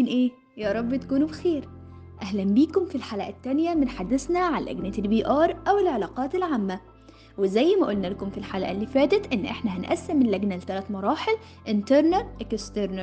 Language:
Egyptian Arabic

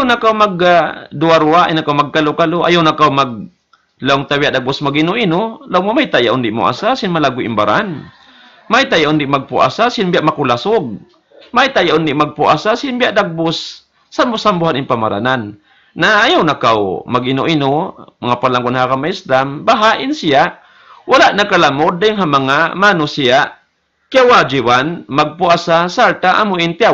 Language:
Tausug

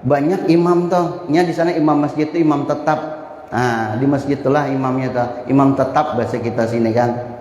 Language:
Banjar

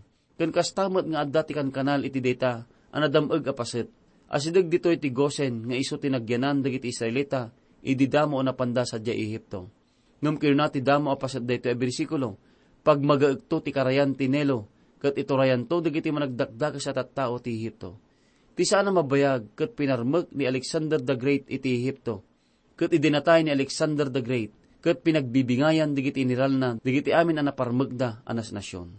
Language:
Iloko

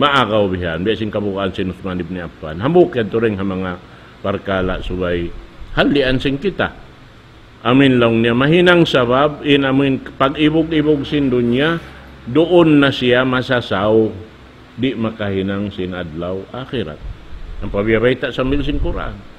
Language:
Tausug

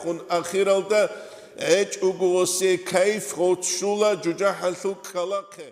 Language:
Avaric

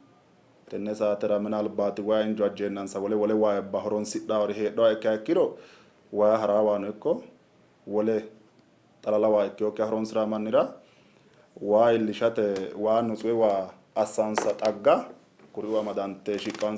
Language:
Sidamo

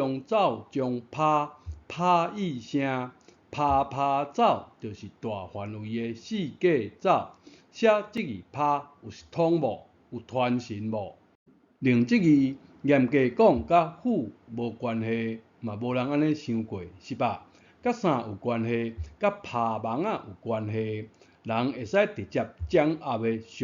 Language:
Min Nan Chinese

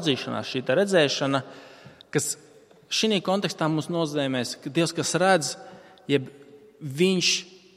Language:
Latvian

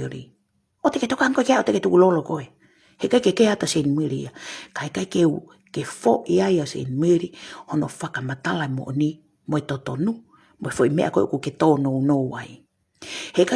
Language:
Tongan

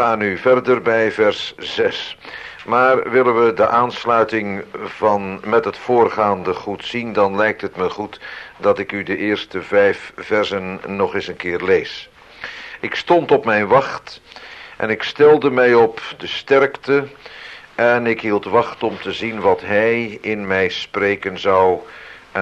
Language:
Dutch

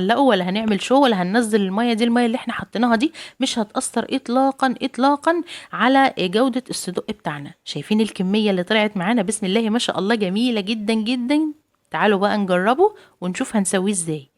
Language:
Egyptian Arabic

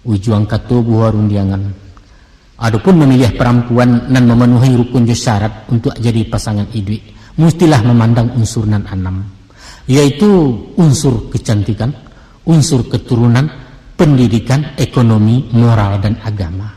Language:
Minangkabau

